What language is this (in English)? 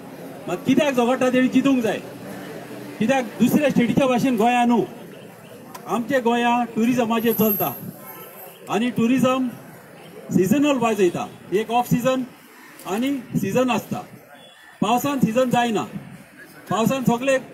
Konkani